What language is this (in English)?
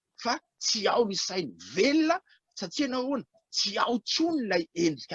Malagasy